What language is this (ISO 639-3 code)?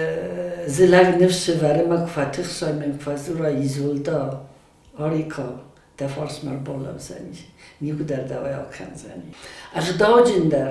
oss